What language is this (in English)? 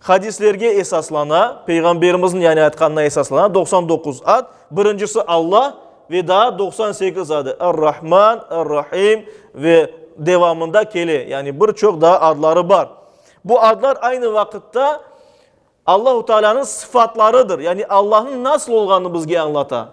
Crimean Tatar